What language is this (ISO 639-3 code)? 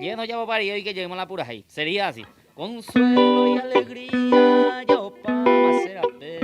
grn